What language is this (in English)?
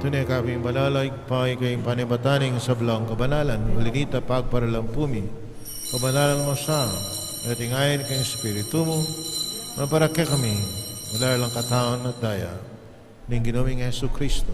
Pampanga